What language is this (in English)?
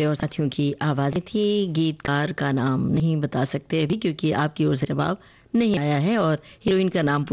Hindi